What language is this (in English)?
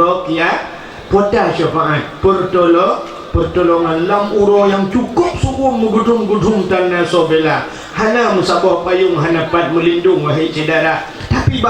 Achinese